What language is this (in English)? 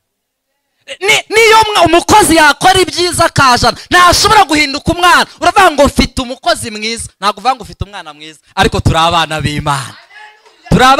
Kinyarwanda